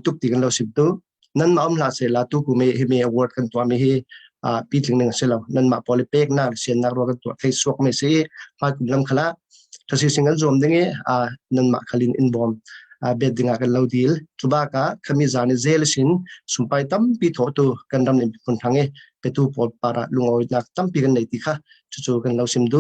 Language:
Falam Chin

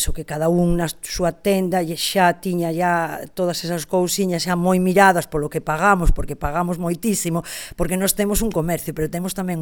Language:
Galician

